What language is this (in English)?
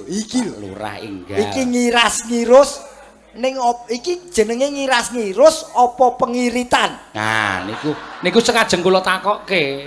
Javanese